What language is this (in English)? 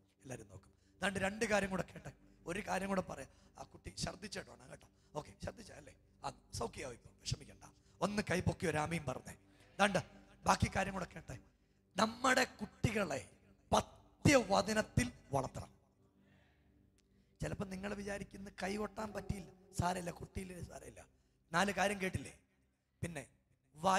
Malayalam